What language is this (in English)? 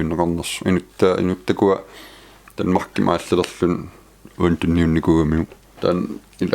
Kalaallisut